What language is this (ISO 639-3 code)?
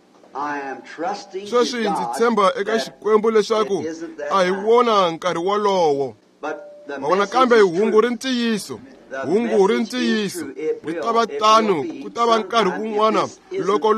tso